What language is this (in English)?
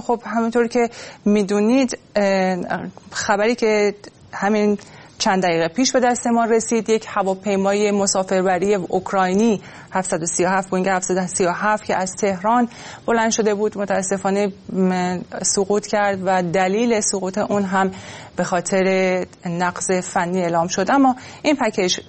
Persian